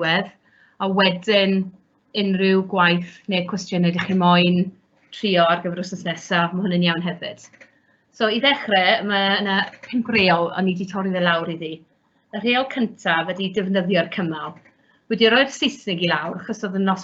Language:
Welsh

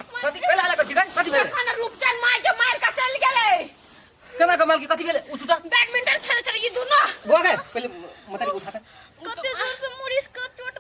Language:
Maithili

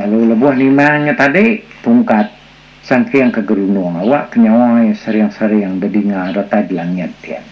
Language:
Iban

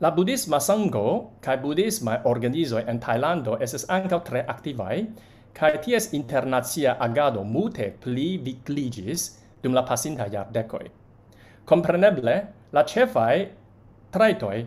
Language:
Esperanto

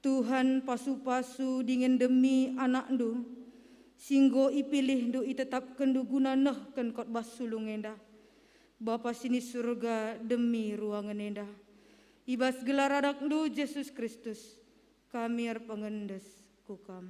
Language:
Batak Karo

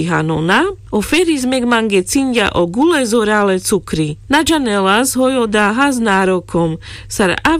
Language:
Carpathian Romani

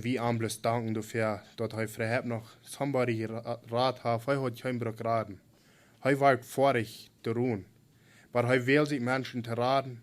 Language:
Plautdietsch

